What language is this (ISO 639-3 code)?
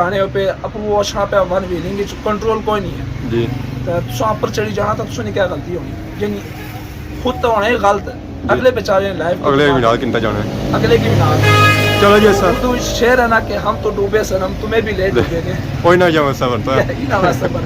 phr